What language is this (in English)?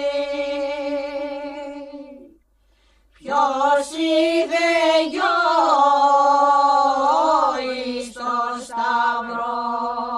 Greek